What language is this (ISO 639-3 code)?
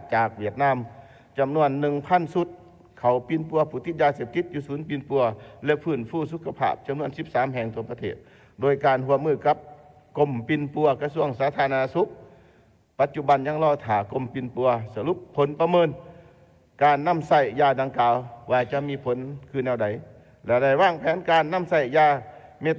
lao